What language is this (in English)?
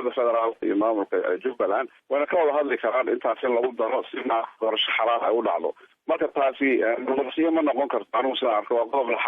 Somali